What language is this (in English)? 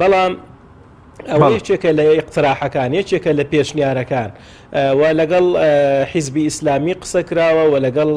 Central Kurdish